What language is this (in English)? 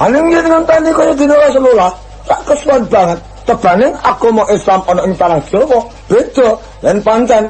Javanese